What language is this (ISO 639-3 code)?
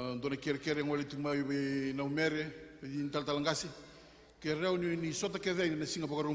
fij